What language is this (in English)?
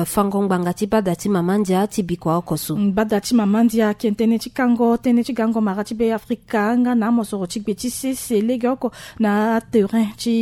Sango